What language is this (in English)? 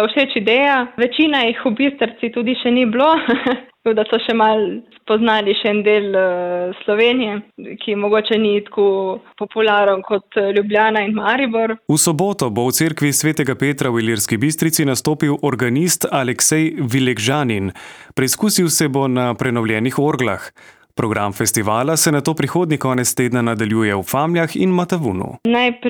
Slovenian